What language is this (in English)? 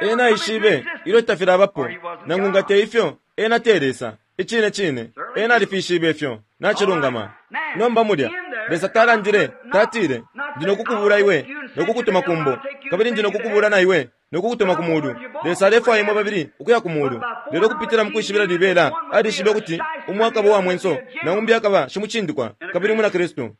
Bemba